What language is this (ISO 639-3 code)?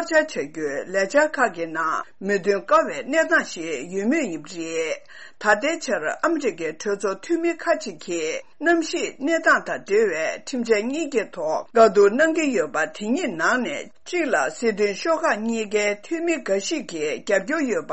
bod